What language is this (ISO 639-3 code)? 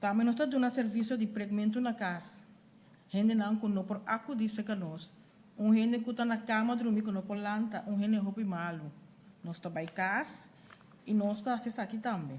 pap